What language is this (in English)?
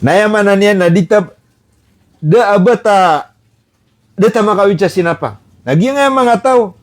Maranao